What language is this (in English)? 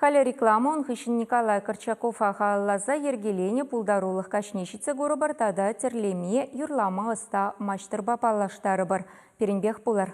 Chuvash